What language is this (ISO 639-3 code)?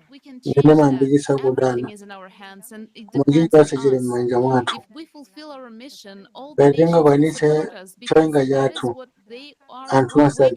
nya